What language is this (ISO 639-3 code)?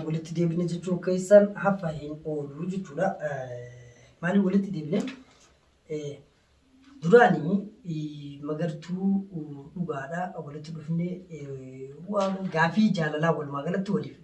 orm